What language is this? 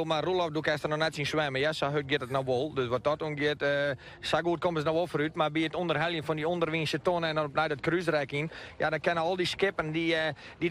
Western Frisian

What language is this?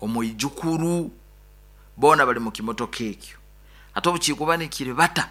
Nyoro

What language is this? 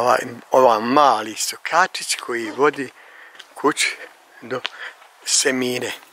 Bosnian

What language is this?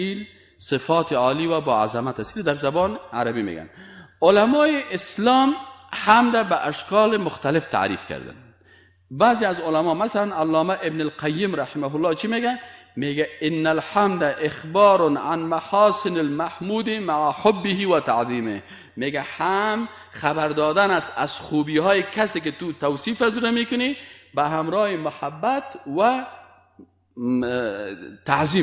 Persian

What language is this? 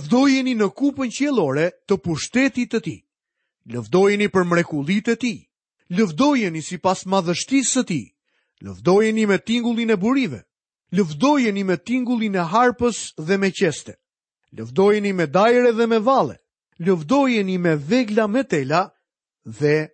Albanian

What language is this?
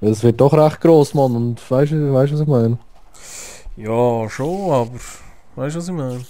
Swiss German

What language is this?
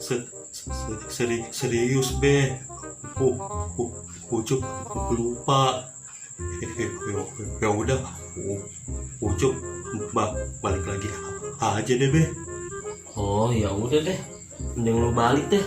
Betawi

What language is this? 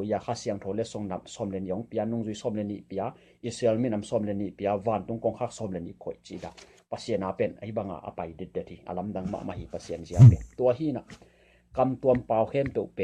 Tedim Chin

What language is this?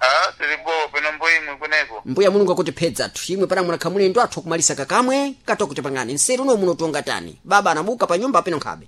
Sena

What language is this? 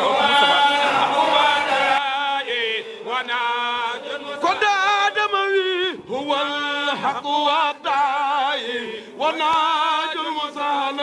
Fula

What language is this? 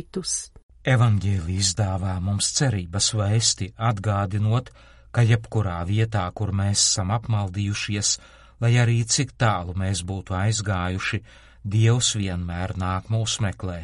Latvian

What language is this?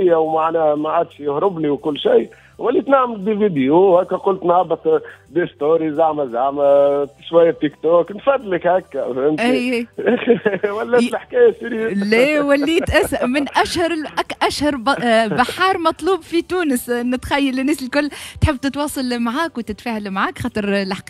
Tunisian Arabic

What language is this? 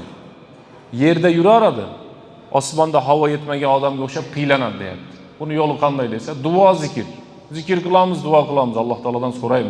Uzbek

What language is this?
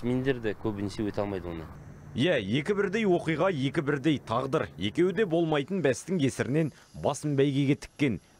Kazakh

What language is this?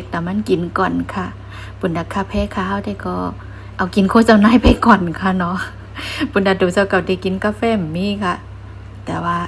Shan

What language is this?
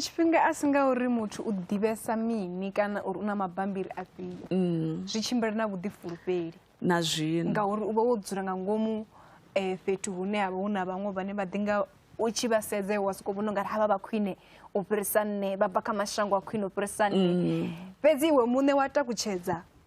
Venda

